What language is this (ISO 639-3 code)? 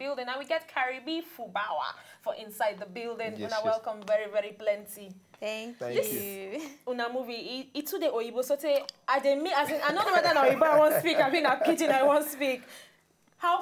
pcm